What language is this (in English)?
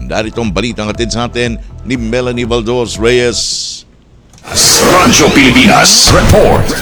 Filipino